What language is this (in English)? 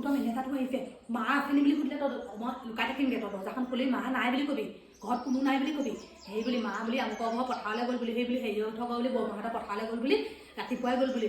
Assamese